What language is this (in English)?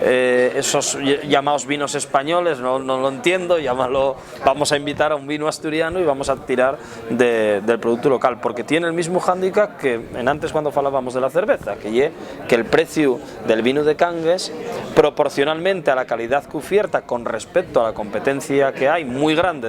Asturian